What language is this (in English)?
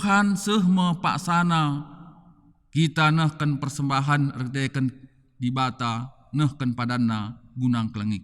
Batak Karo